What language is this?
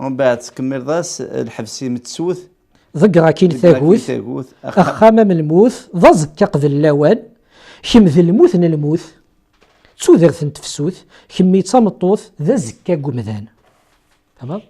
Kabyle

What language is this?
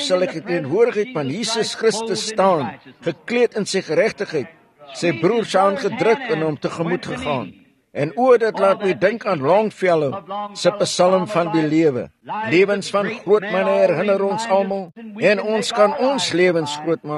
Afrikaans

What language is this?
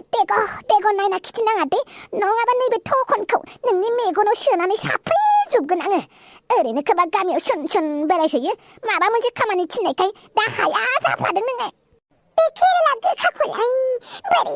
Bodo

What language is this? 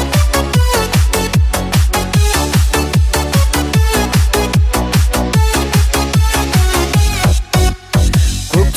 Kazakh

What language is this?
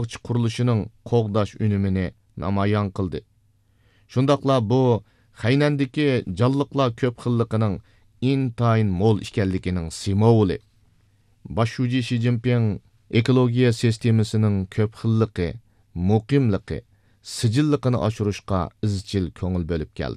Uyghur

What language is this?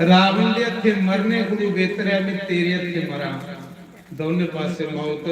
Dogri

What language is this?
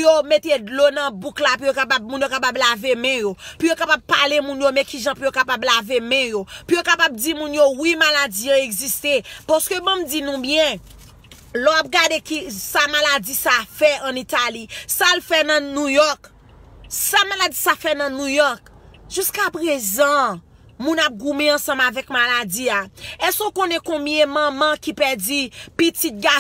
Haitian Creole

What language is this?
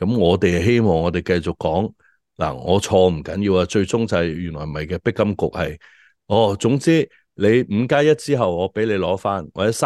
Cantonese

